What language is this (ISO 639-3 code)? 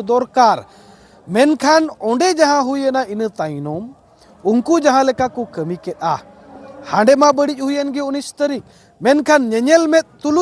sat